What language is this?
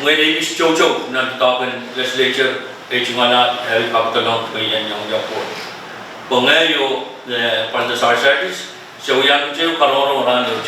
Pohnpeian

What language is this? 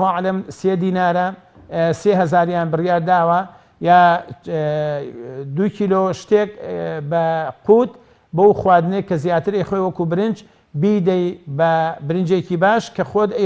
Central Kurdish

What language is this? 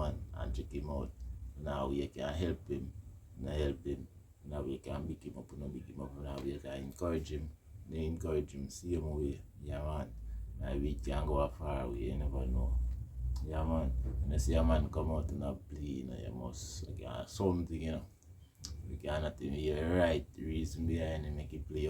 Jamaican Creole English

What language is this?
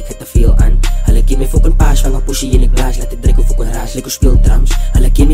Afrikaans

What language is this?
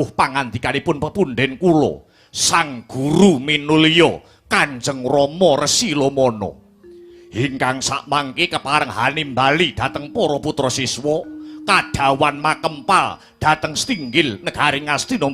Javanese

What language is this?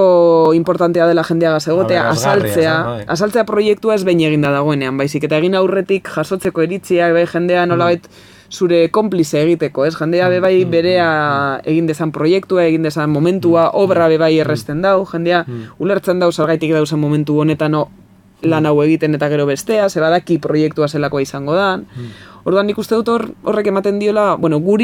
Basque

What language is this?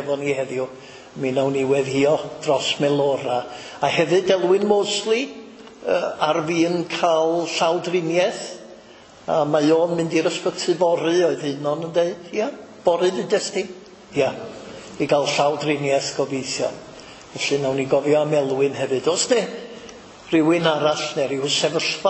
Welsh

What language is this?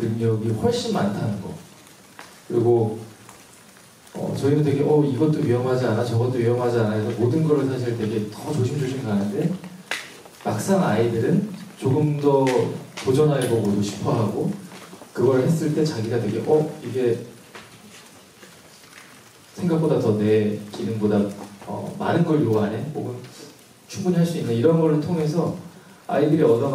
Korean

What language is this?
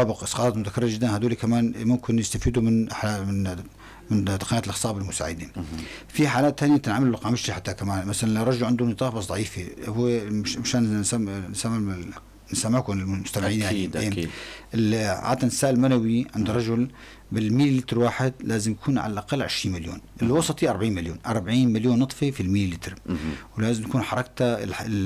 North Levantine Arabic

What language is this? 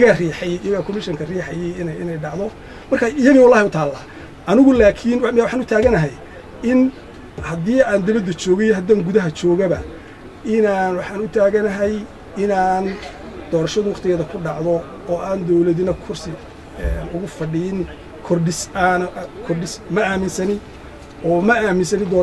Somali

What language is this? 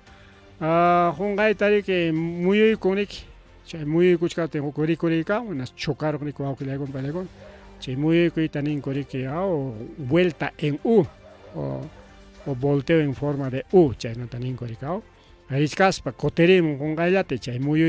Ayacucho Quechua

